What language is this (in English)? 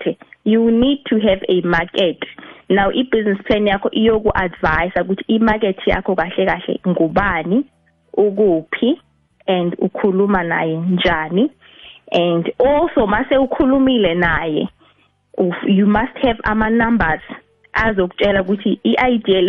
South Ndebele